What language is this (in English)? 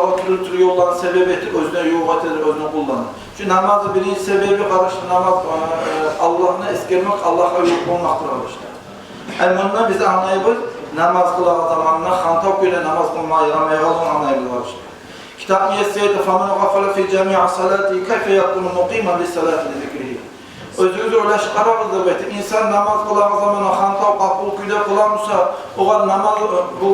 Kumyk